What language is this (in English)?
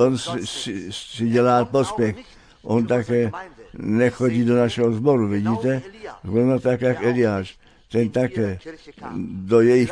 Czech